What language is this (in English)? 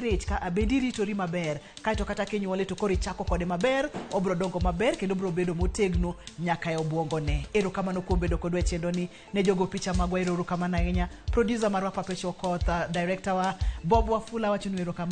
Luo (Kenya and Tanzania)